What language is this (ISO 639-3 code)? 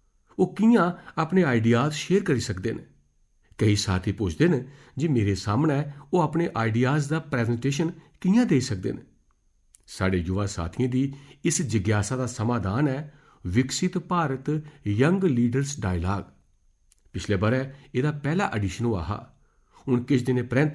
doi